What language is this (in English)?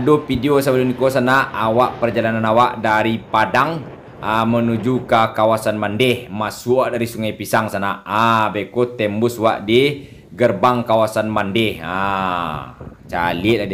Minangkabau